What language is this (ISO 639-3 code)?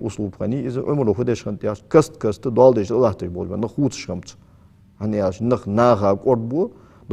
inh